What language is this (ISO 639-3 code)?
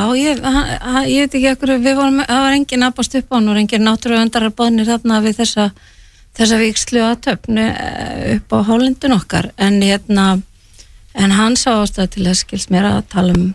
isl